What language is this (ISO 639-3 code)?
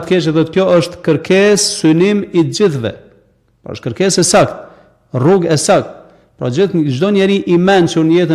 sqi